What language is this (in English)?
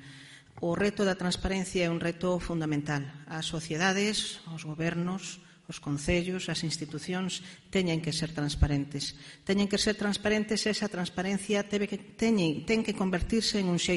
Galician